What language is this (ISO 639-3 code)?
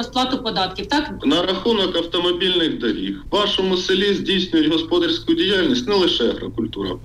ukr